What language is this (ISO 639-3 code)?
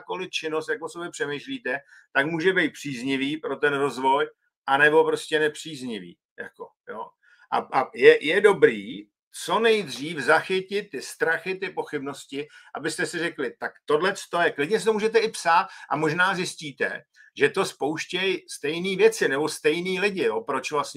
ces